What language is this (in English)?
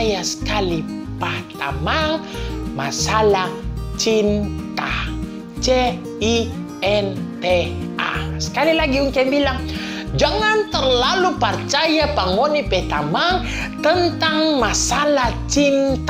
Manado Malay